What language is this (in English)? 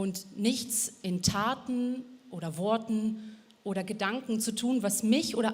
Swiss German